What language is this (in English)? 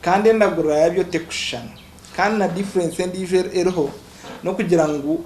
Nyankole